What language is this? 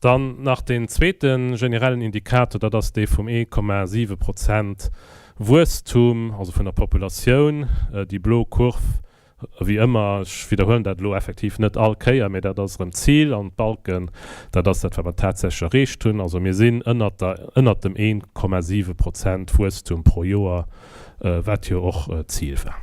Luxembourgish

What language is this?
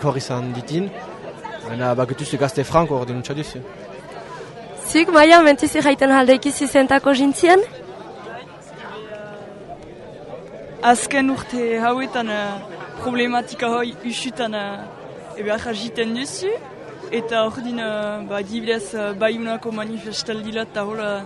Basque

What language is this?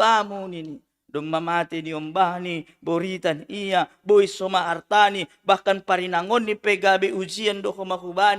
Batak Simalungun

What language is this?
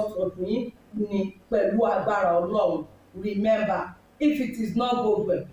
Yoruba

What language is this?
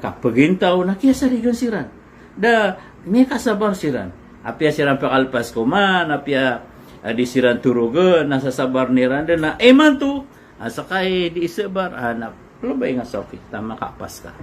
Maranao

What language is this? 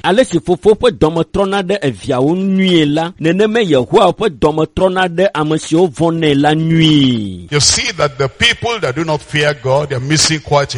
Ewe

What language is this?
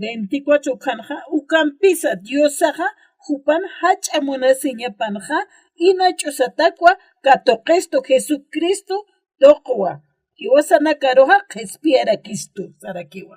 Aymara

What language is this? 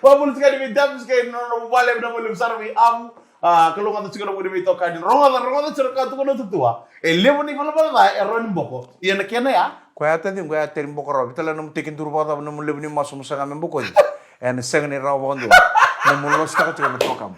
Fijian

